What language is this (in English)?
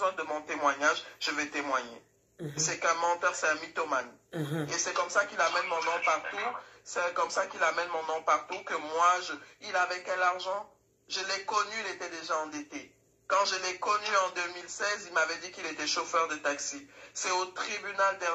French